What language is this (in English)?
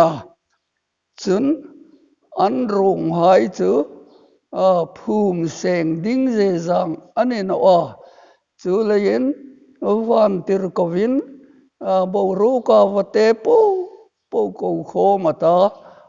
Hmar